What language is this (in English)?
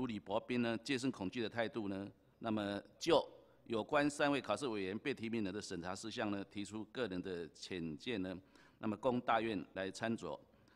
Chinese